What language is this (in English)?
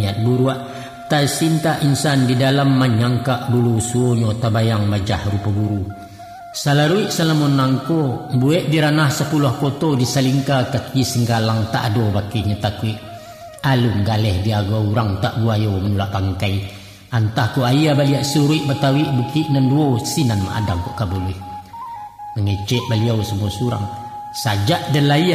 Minangkabau